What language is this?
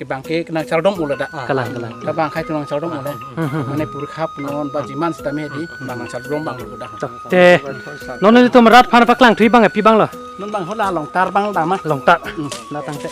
Karbi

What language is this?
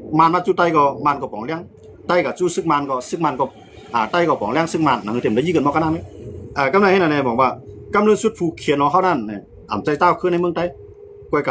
Shan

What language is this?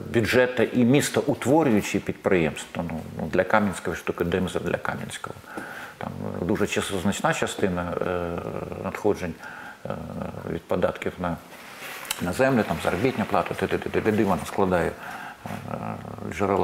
Ukrainian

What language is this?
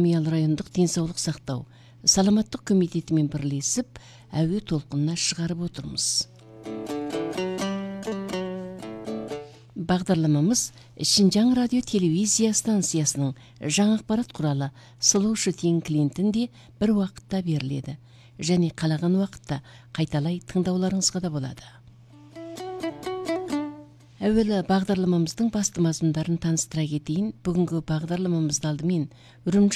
Kazakh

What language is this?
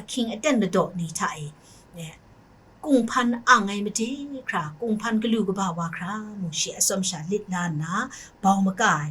Kachin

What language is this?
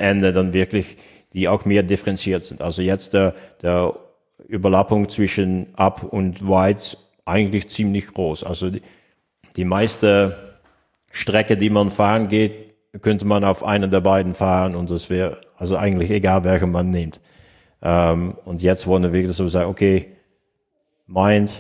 German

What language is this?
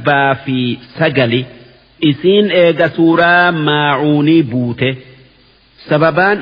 Oromo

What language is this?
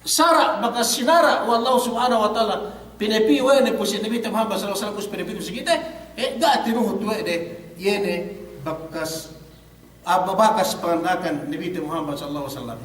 Yakan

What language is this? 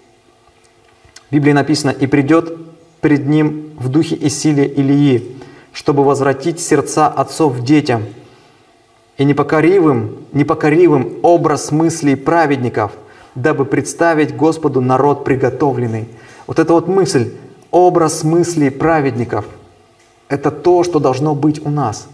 Russian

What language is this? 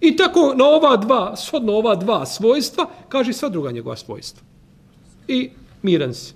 Bosnian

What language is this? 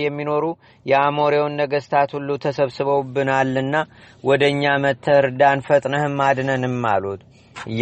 Amharic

